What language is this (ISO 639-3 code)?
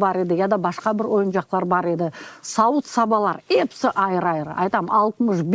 crh